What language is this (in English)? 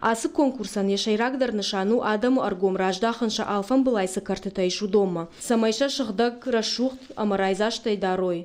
Ossetic